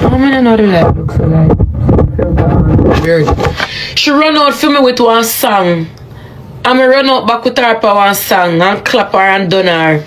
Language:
Jamaican Creole English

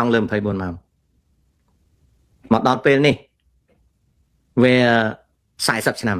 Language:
Khmer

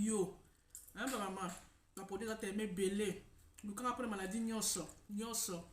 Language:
Lingala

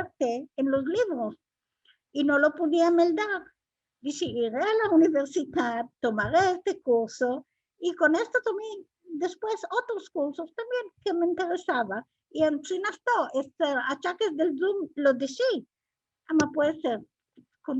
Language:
Ladino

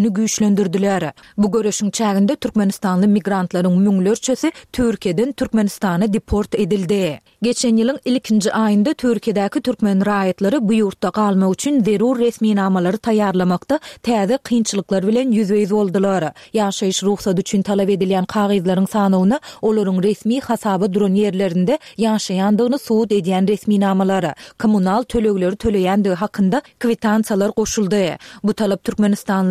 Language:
Turkmen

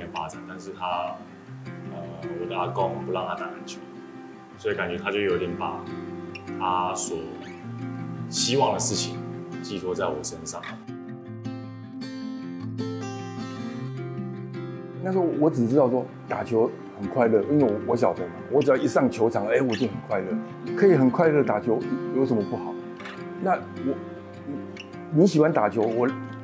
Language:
Chinese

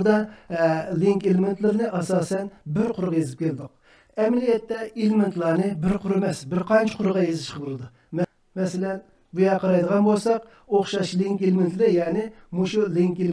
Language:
Uyghur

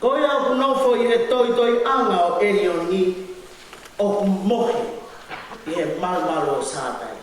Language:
Tongan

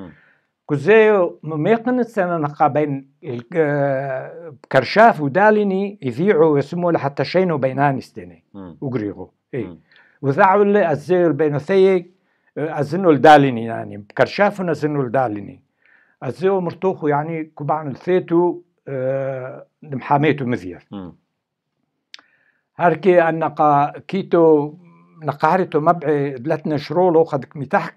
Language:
Turoyo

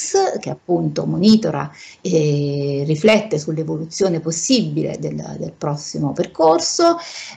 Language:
Italian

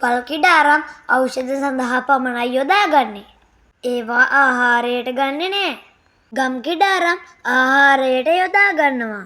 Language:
Sinhala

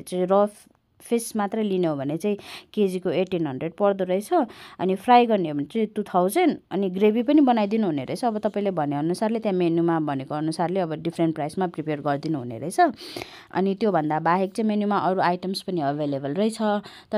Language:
Nepali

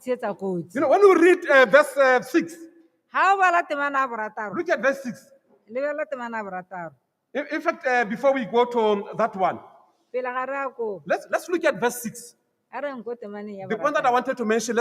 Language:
Tswana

